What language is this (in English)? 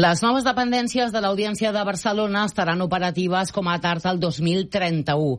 Catalan